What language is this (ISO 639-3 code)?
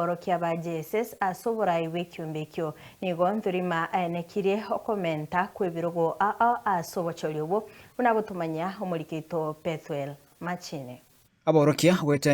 guz